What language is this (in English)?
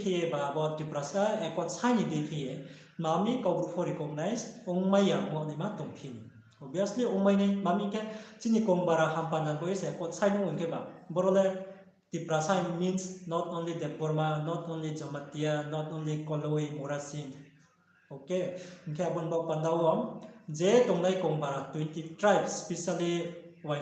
Riang (India)